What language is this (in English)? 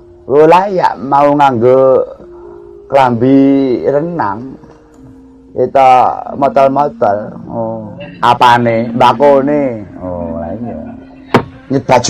Javanese